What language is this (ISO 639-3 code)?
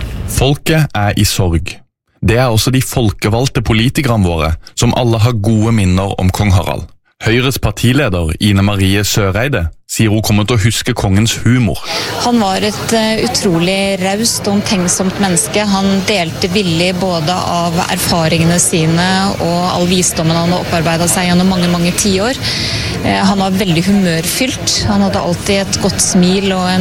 nor